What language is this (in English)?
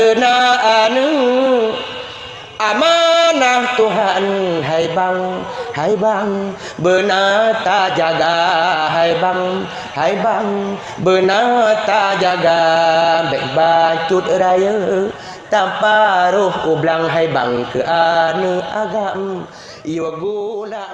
Achinese